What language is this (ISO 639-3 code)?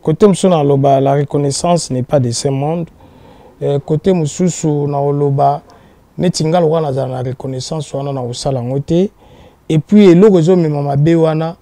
lin